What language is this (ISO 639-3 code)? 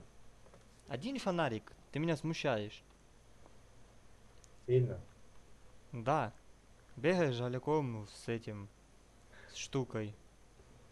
rus